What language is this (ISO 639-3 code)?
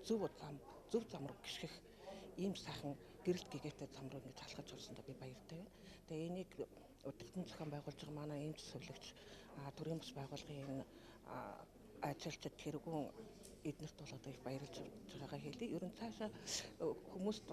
mon